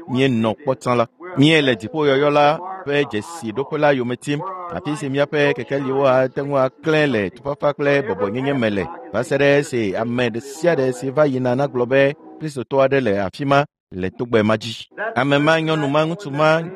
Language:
Ewe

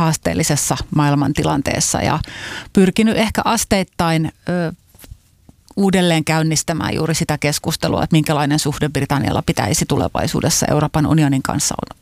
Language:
Finnish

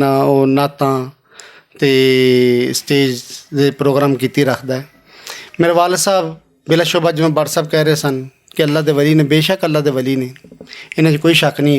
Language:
Western Panjabi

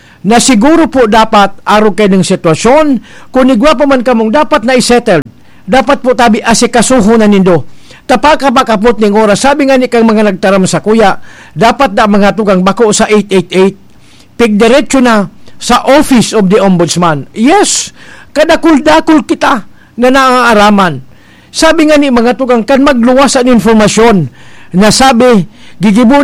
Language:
Bikol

